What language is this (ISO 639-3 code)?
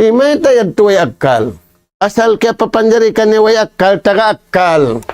tsg